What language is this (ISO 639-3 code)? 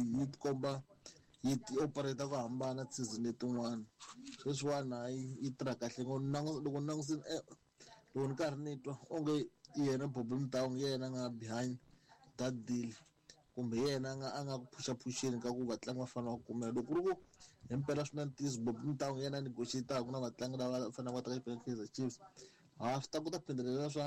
tso